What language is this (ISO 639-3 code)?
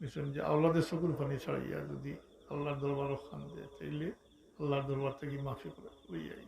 syl